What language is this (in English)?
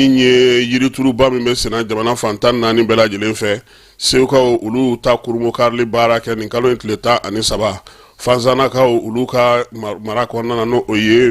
Bambara